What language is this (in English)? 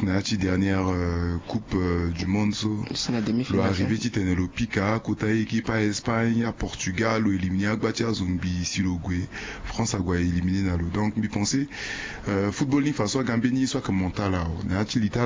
Sango